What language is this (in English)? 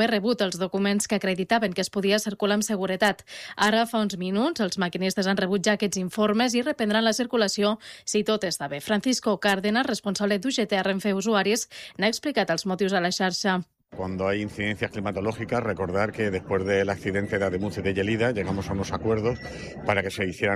Catalan